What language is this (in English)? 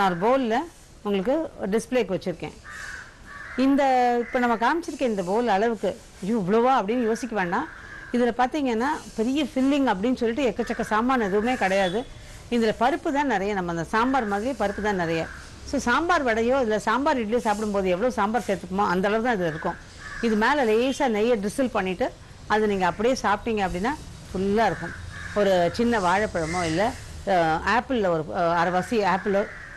Tamil